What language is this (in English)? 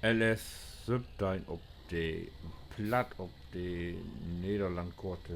Low German